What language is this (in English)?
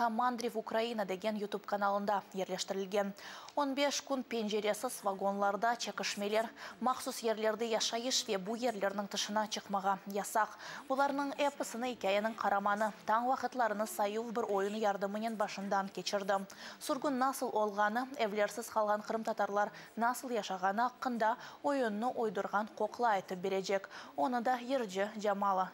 Crimean Tatar